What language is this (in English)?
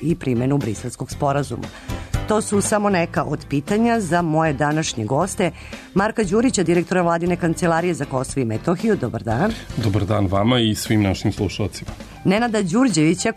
Serbian